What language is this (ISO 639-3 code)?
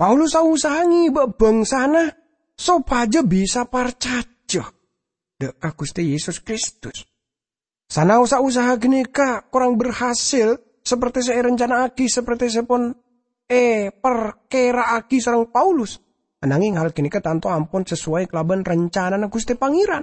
mad